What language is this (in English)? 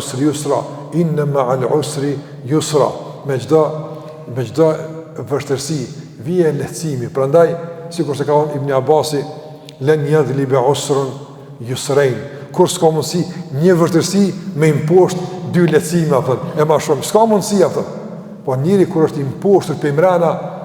Albanian